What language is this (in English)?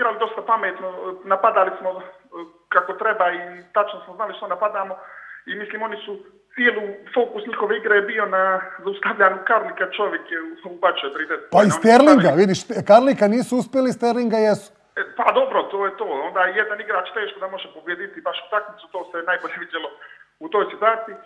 Serbian